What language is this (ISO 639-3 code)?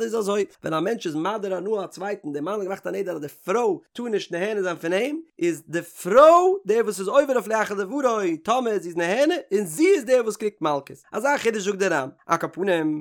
yid